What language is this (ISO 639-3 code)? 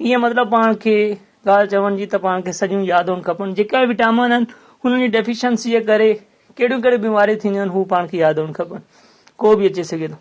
snd